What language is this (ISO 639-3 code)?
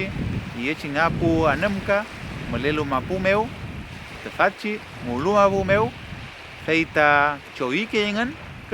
arn